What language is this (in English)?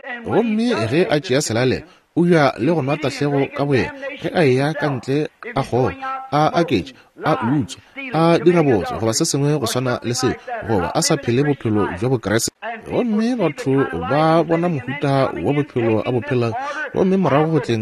Northern Sotho